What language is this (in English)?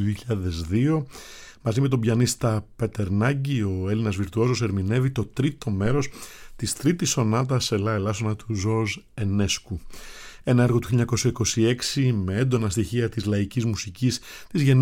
Greek